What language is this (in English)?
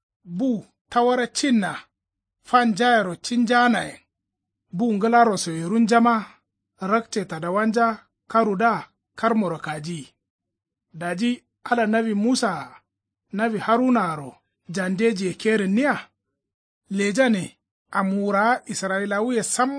Kanuri